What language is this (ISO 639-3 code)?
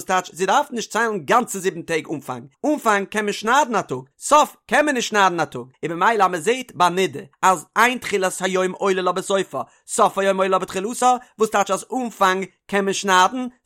yid